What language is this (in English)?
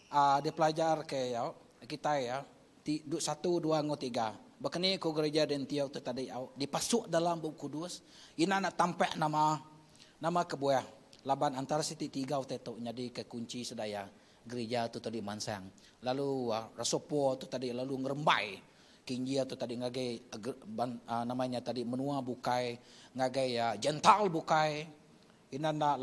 Iban